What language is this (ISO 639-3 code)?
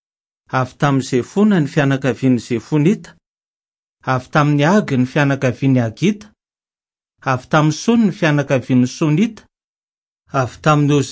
mlg